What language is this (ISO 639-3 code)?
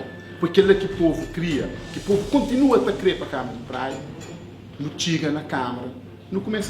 kea